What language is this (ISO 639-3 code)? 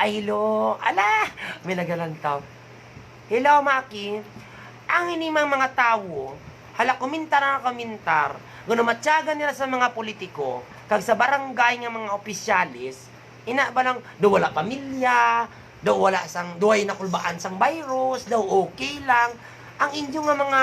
hil